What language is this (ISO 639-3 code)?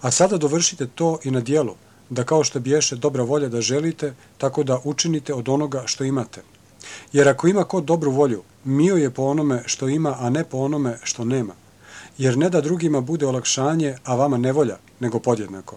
srp